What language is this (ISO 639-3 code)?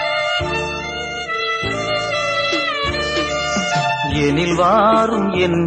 tam